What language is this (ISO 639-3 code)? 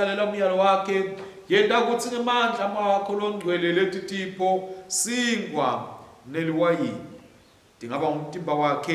ssw